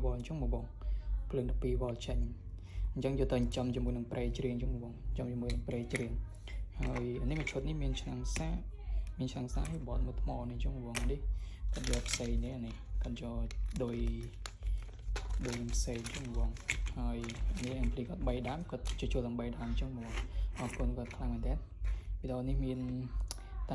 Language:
Khmer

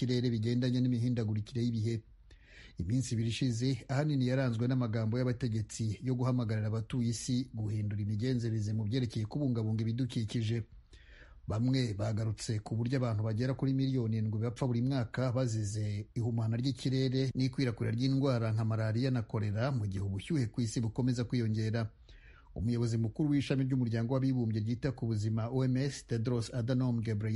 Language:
Rundi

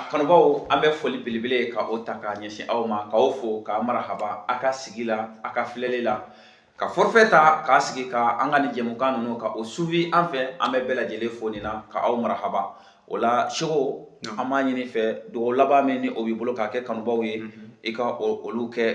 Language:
Bambara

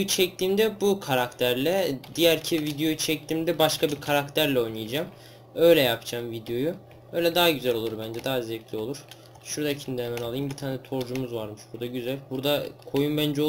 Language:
Turkish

